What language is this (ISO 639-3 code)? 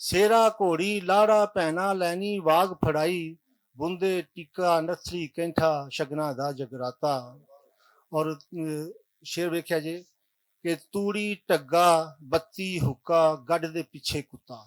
lah